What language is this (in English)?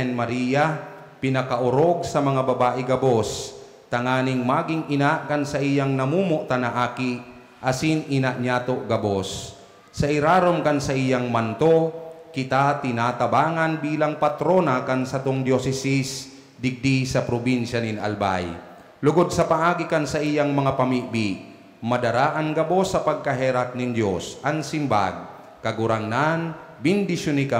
Bikol